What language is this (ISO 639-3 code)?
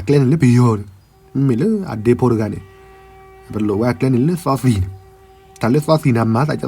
ksw